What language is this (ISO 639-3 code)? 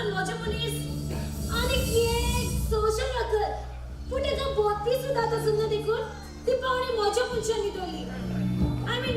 kok